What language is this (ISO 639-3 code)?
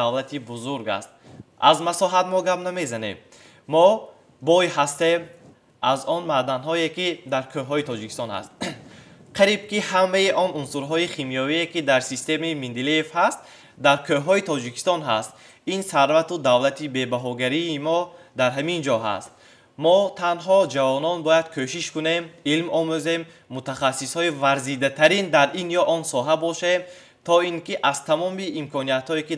tgk